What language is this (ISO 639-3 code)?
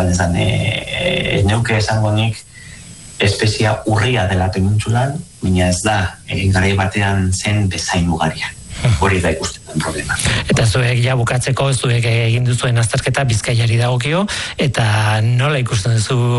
eus